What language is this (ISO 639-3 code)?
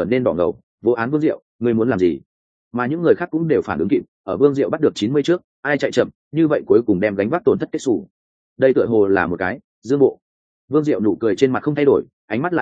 vie